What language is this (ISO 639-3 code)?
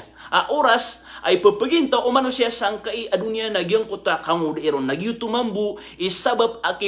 mrw